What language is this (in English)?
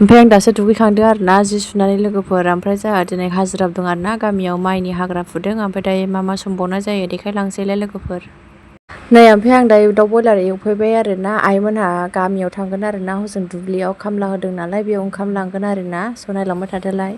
Bodo